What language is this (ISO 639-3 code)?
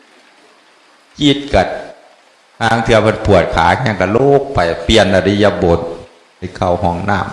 tts